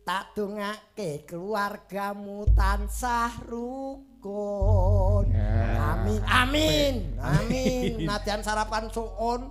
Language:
Javanese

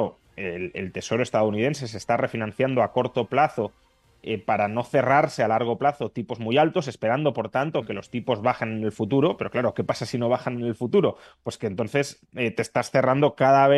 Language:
Spanish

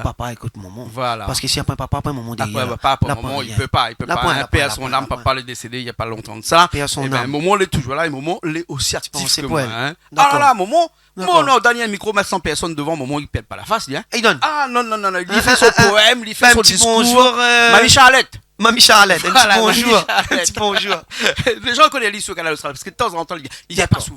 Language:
Réunion Creole French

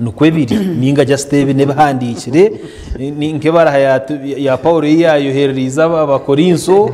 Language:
Nyankole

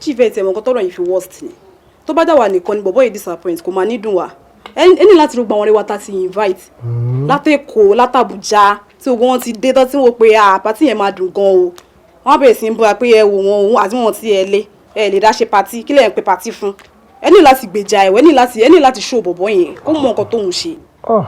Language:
Yoruba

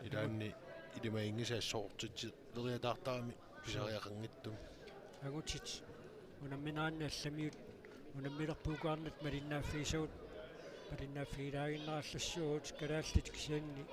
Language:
Kalaallisut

